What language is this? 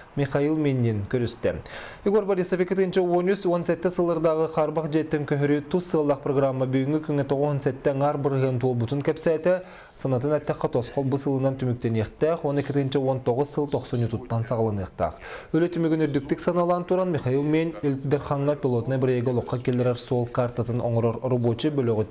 Yakut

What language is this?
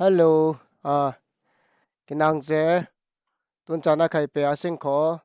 Falam Chin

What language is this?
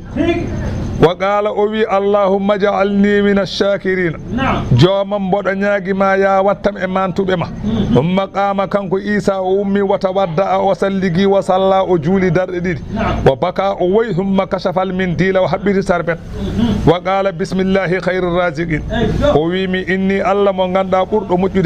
Fula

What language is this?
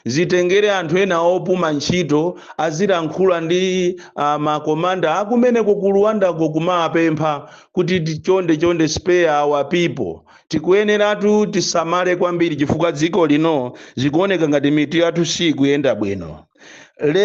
Nyanja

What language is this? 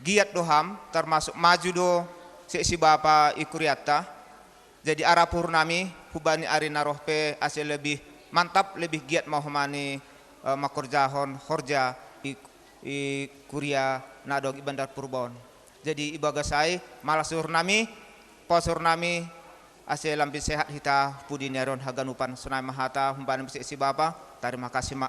Batak Simalungun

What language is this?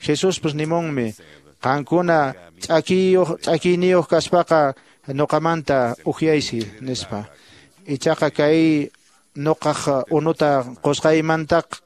Quechua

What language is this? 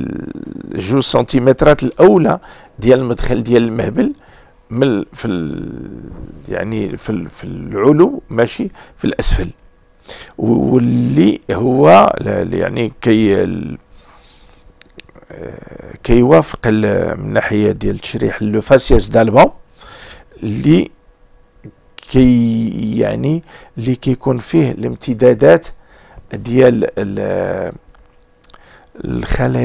Moroccan Arabic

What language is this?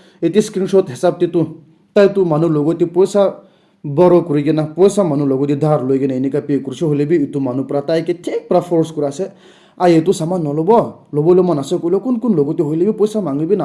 Naga Pidgin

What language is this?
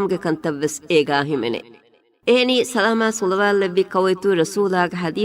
Divehi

